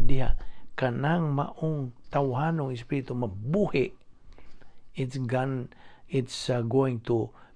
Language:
Cebuano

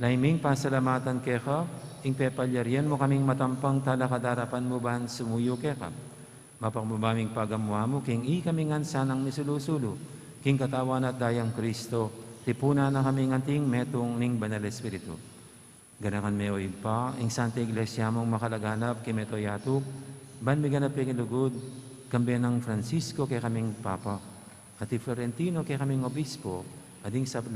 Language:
Pampanga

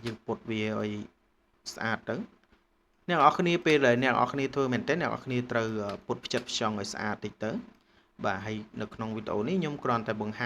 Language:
Khmer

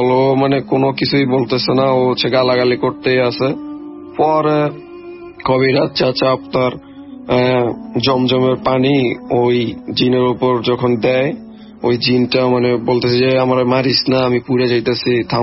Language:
Bangla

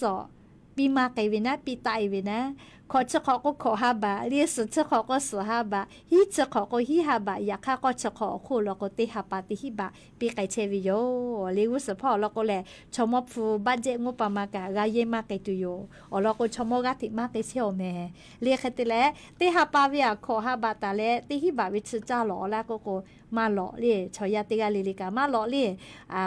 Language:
Lahu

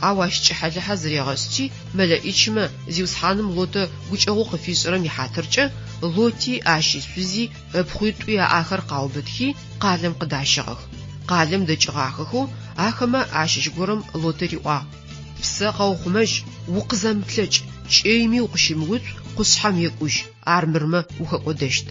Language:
Adyghe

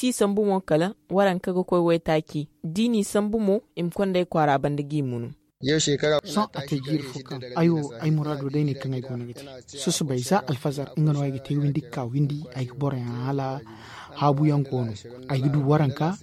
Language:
Zarma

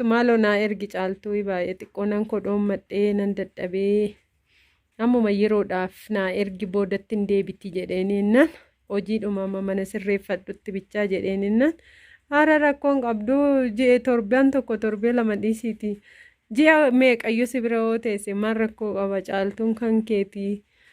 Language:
Oromo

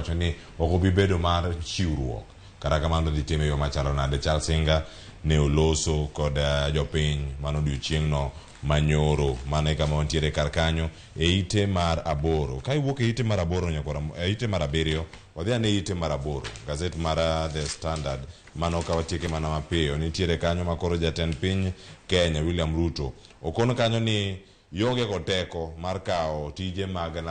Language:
Luo (Kenya and Tanzania)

